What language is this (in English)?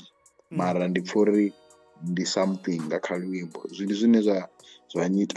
Venda